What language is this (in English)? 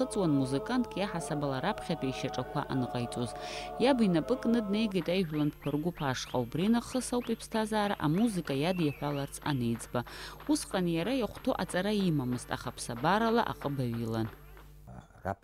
Abkhazian